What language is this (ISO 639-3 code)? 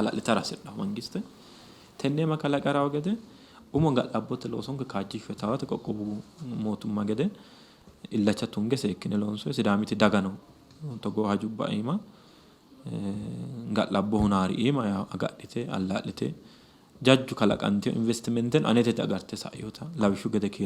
sid